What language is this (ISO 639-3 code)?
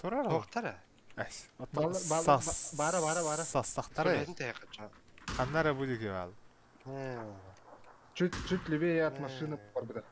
sah